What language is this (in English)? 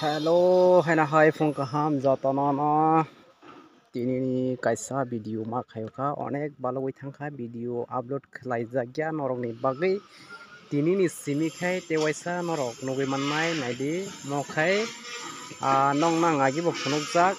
Kok Borok